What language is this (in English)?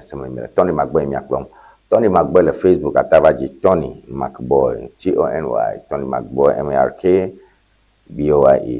Ewe